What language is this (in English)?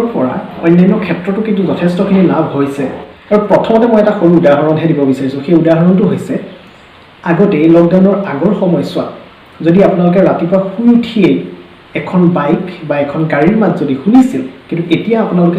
Assamese